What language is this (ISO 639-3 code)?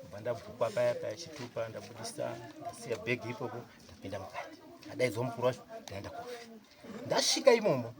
sna